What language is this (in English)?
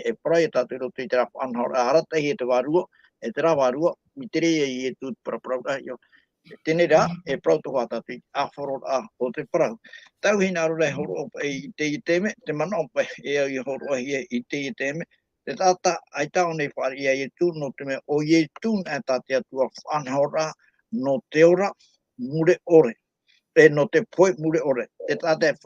Tahitian